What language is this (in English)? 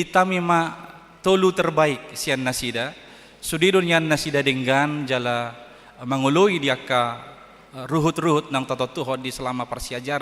Batak Toba